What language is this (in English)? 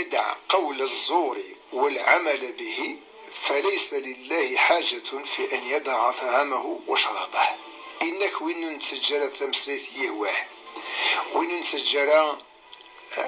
Kabyle